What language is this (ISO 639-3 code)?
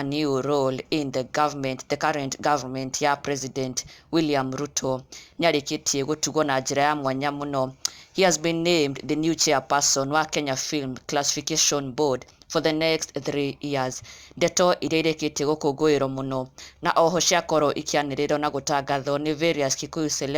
kik